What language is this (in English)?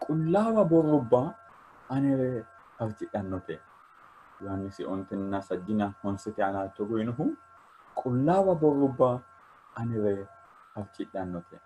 Sidamo